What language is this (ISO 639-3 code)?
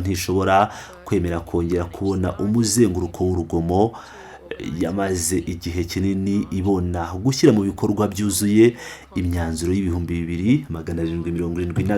kin